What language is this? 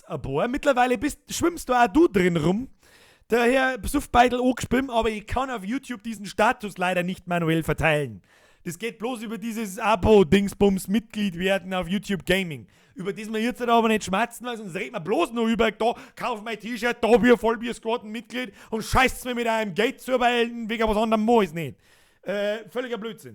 Bavarian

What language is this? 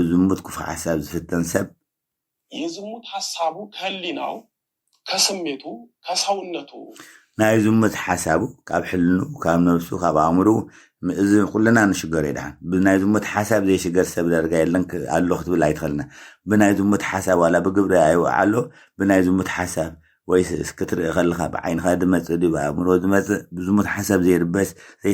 Tigrinya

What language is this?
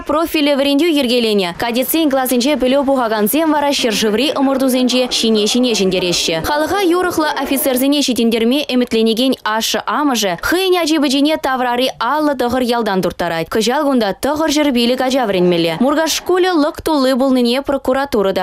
Chuvash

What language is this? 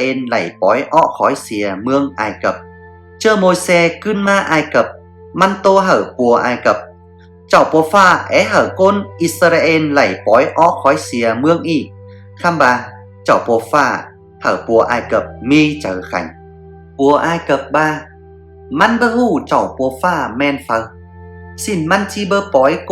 Tai Dam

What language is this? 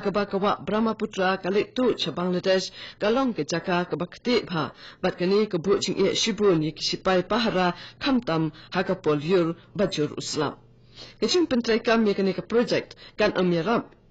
Khasi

